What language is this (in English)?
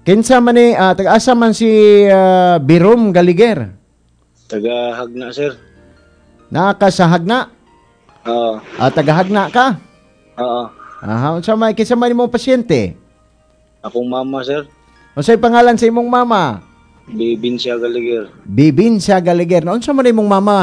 Cebuano